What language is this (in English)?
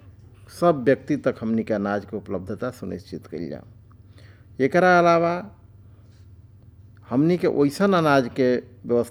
Bhojpuri